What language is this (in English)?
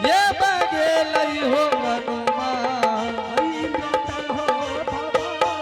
Angika